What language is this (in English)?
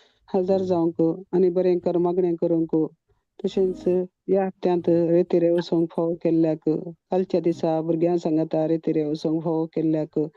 Konkani